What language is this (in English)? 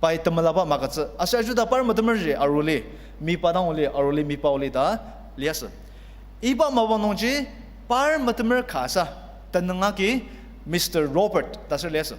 Ao Naga